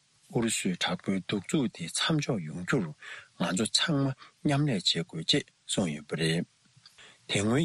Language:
Tibetan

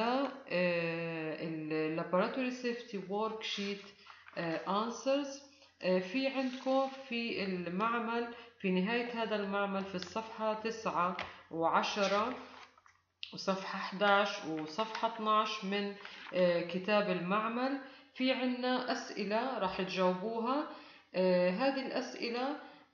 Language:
Arabic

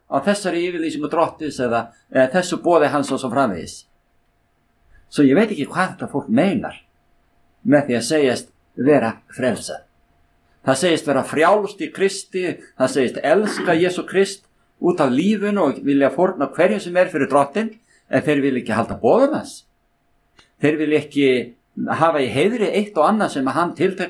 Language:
Icelandic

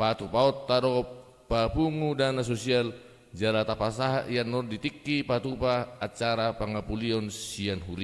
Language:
Batak Toba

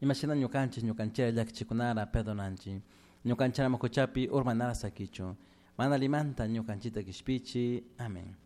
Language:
Chimborazo Highland Quichua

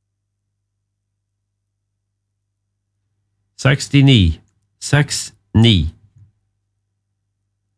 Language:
Norwegian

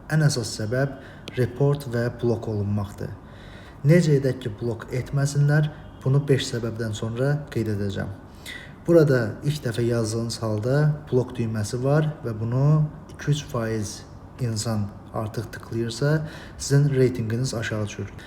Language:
Azerbaijani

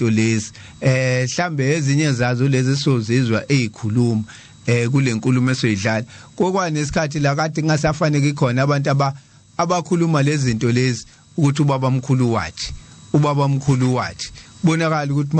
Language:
Zulu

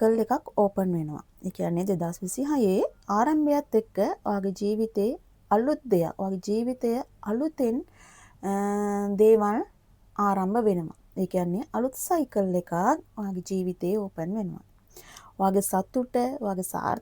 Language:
Sinhala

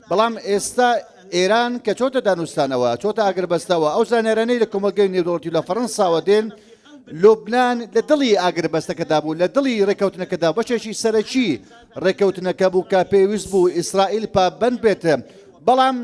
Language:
Central Kurdish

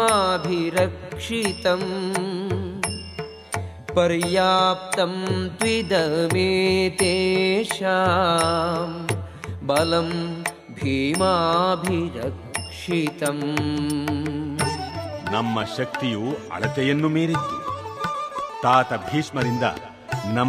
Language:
Kannada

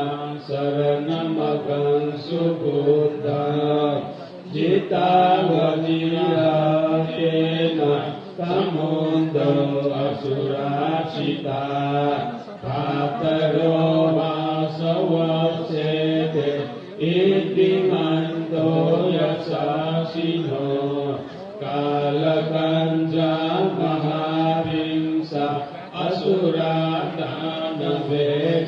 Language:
Pali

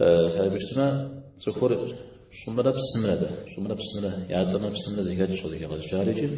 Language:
Kabardian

